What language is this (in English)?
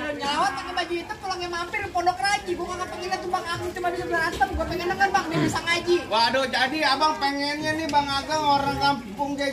Betawi